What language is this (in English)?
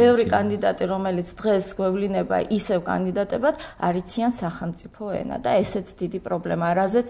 Georgian